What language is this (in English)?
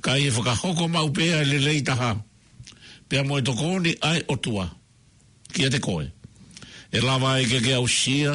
Tongan